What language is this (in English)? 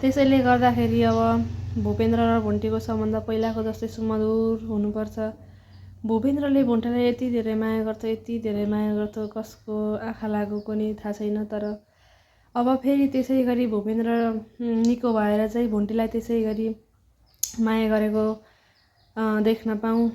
Nepali